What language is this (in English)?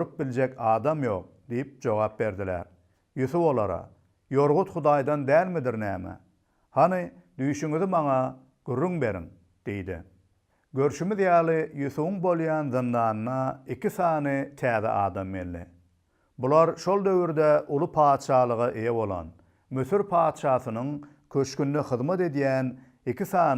Turkmen